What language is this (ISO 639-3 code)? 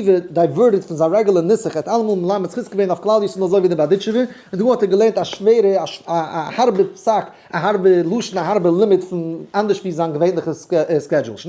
yid